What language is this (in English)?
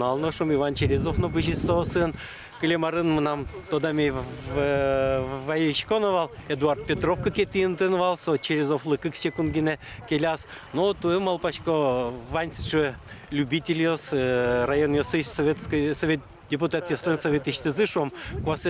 Udmurt